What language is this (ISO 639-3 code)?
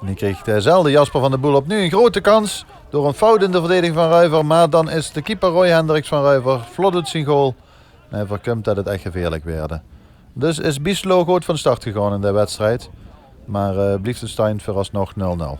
lim